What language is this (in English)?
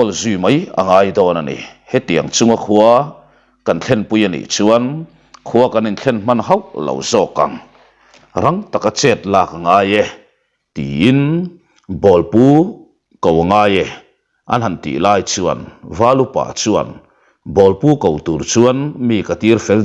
Mizo